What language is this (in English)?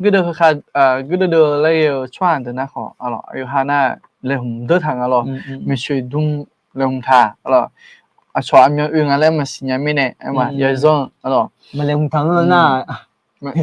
Akha